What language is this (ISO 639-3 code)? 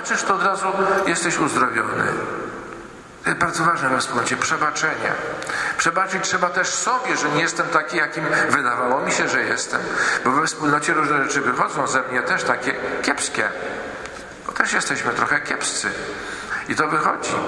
pol